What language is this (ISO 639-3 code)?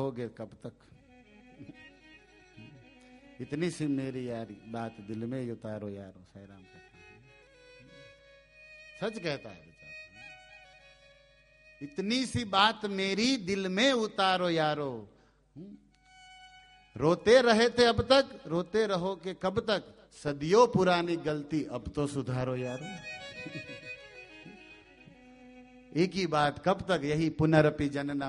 hin